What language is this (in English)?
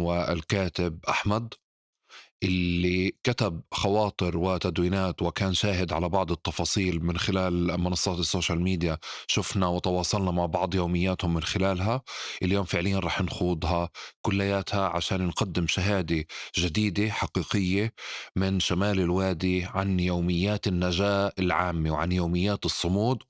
North Levantine Arabic